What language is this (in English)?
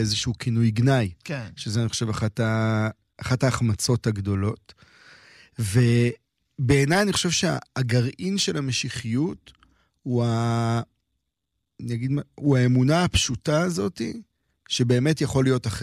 Hebrew